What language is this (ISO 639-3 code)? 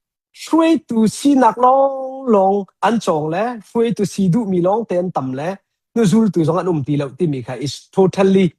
cnh